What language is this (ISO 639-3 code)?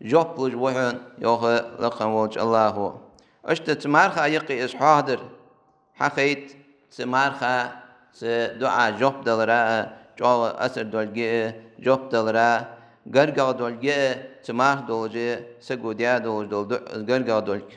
inh